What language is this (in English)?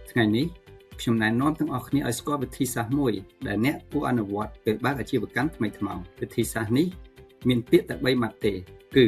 Khmer